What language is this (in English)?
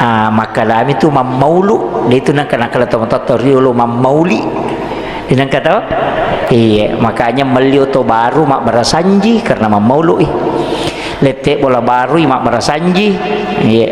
Buginese